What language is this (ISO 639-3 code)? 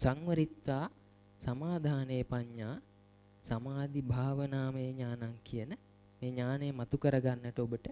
sin